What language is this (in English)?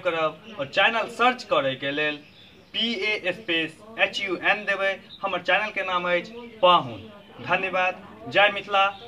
Maithili